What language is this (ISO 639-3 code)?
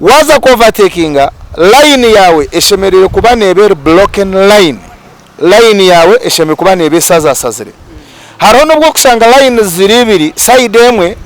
nyn